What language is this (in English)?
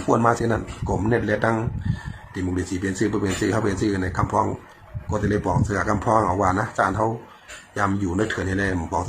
Shan